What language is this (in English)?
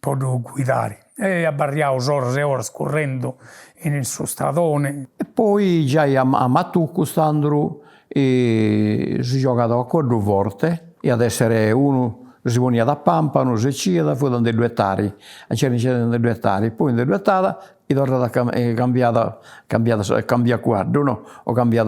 Sardinian